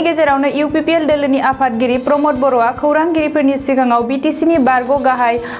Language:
Bodo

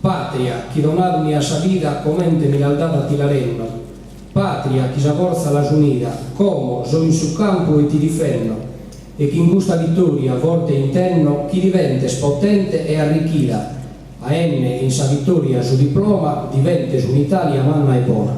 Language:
Sardinian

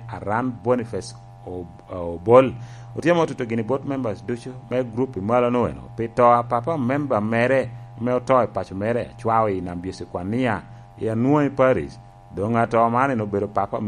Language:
Lango (Uganda)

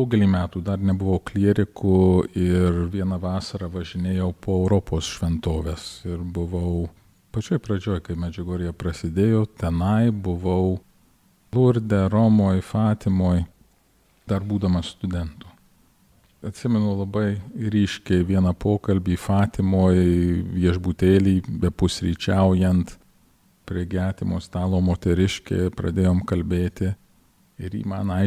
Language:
Lithuanian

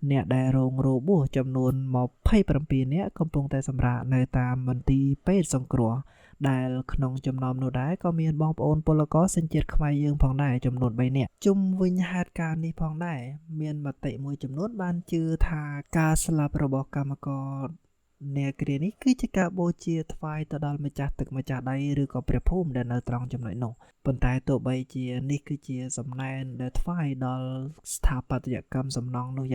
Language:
Khmer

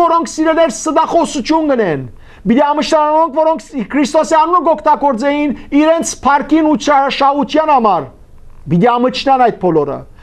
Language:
Western Armenian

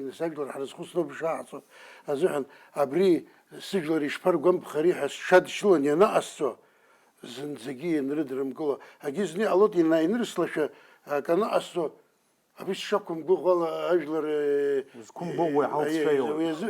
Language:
Abkhazian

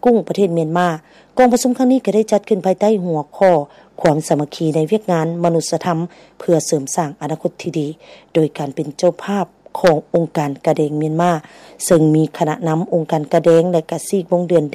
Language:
Lao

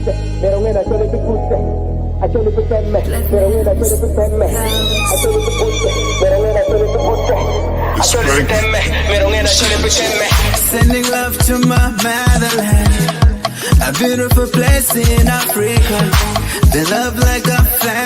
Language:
Acoli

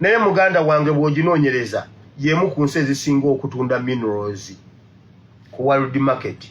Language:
Ganda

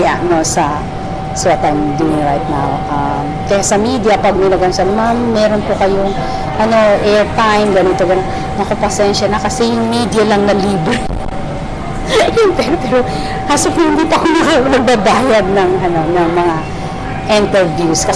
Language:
Filipino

